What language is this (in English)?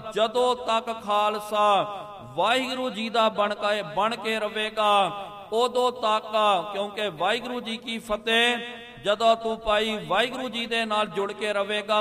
Punjabi